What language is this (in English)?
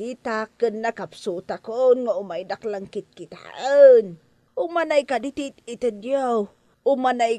Iloko